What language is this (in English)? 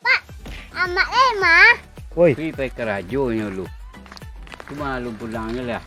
Minangkabau